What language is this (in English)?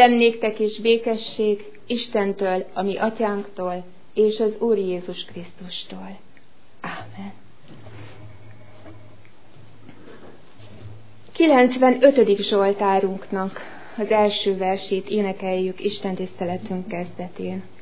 Hungarian